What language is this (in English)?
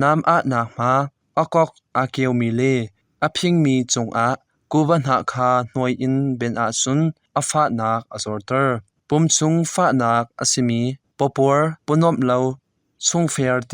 Hakha Chin